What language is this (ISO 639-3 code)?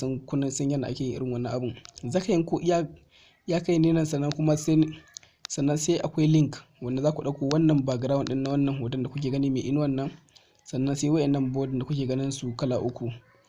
hau